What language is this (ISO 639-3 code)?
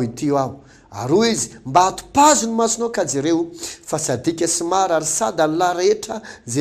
mlg